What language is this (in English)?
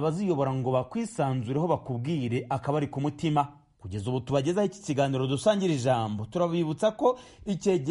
Kinyarwanda